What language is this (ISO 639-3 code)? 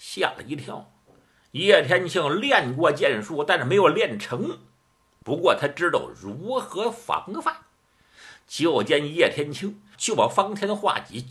zho